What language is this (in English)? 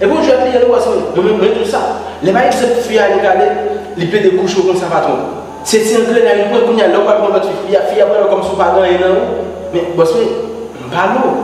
Haitian Creole